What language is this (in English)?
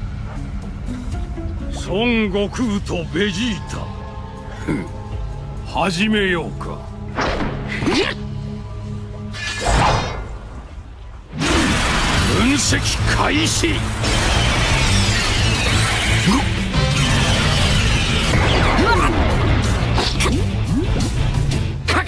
Japanese